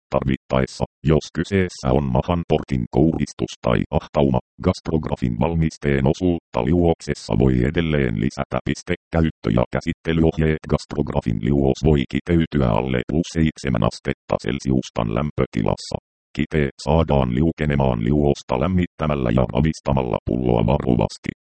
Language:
Finnish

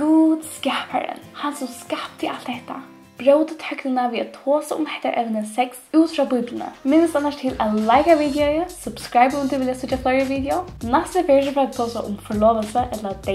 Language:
Faroese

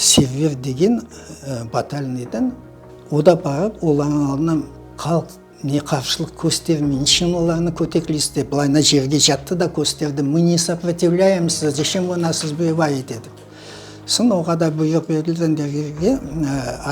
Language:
Crimean Tatar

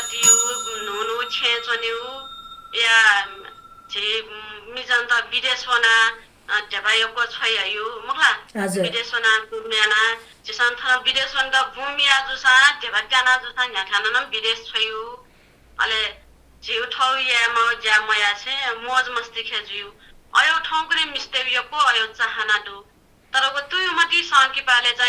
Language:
Newari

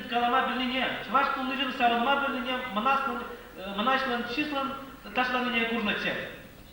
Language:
Chuvash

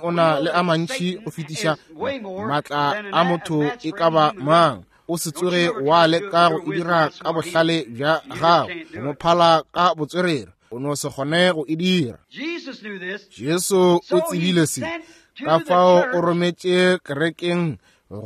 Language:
Northern Sotho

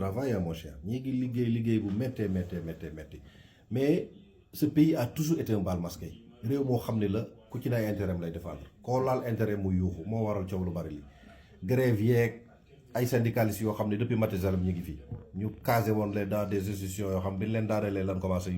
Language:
Wolof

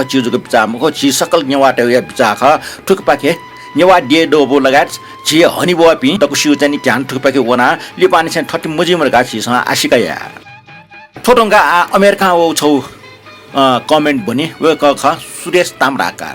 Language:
Newari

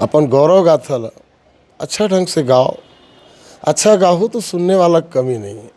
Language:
Chhattisgarhi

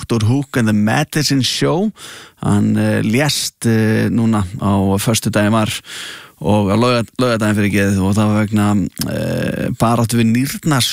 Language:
Icelandic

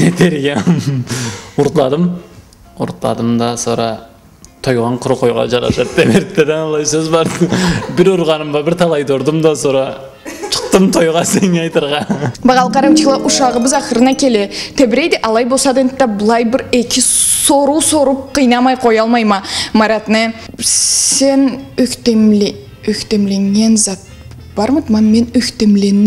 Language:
Karachay-Balkar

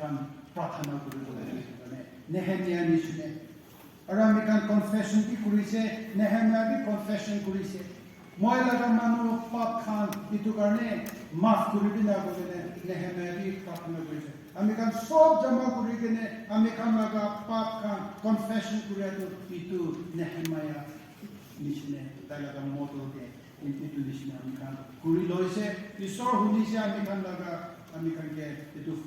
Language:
Naga Pidgin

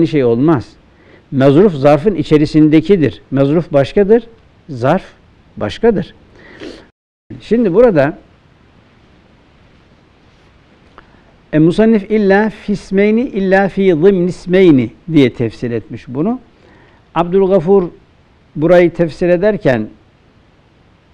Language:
Turkish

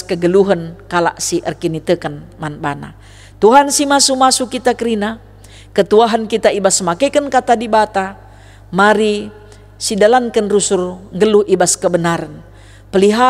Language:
Batak Karo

